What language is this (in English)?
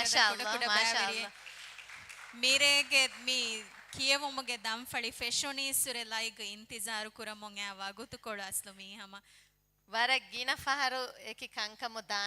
Divehi